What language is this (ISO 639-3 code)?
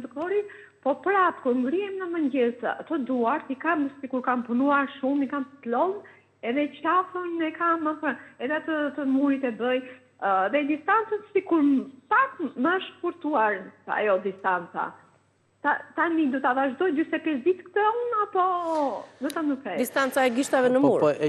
sqi